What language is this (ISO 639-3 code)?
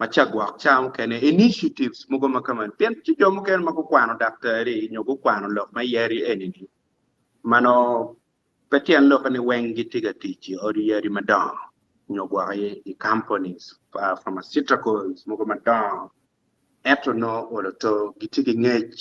ach